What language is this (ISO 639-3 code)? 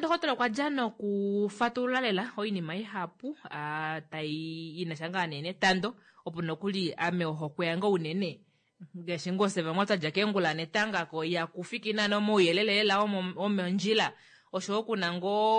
kua